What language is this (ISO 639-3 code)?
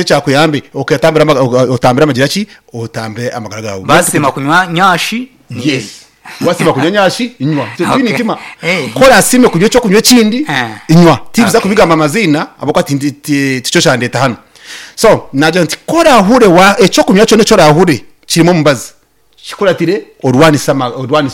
nyn